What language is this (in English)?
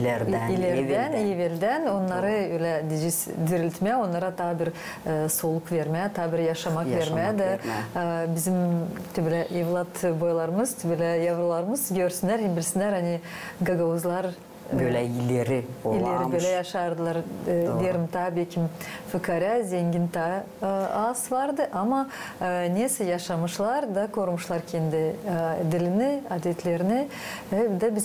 Gagauz